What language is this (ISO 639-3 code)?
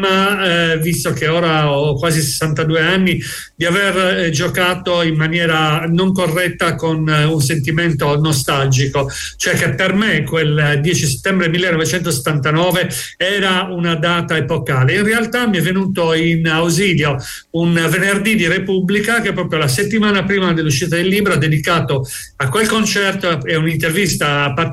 ita